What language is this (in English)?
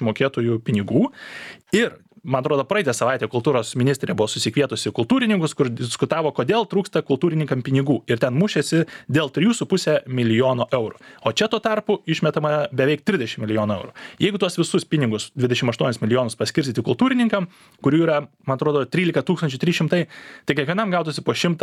Lithuanian